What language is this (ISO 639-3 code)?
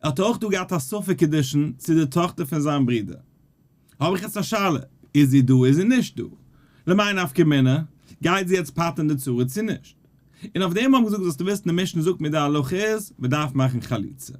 yid